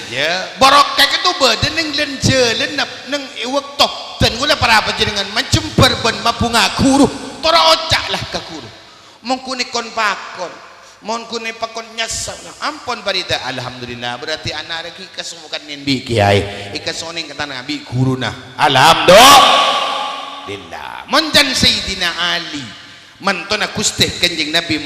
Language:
Madurese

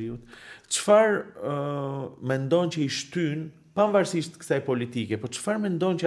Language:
Albanian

